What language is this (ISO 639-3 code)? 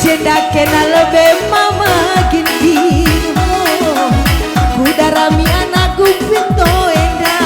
btx